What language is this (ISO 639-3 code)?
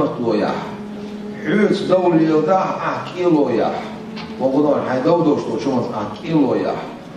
che